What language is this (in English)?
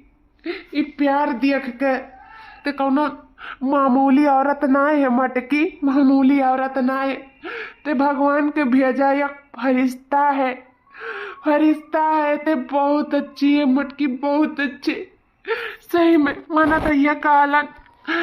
Awadhi